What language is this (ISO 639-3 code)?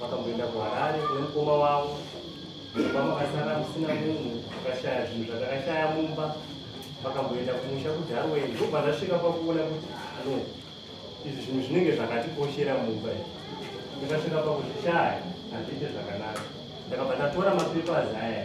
sna